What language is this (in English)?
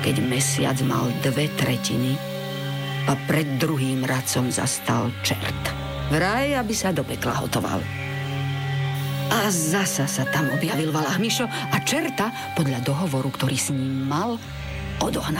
Slovak